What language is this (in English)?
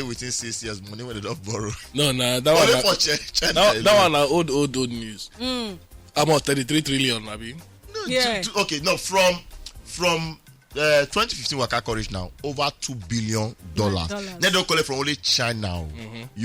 Nigerian Pidgin